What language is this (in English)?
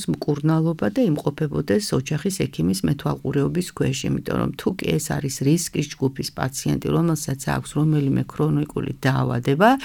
Georgian